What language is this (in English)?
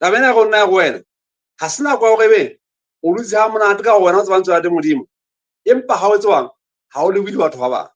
Southern Sotho